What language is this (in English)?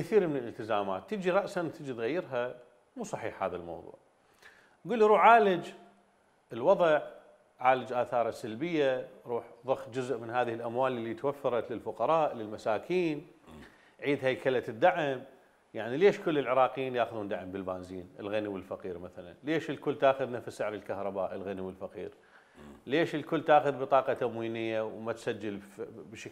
Mesopotamian Arabic